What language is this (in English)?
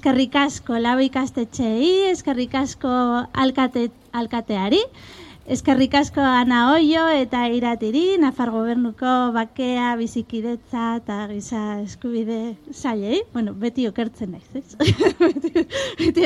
Basque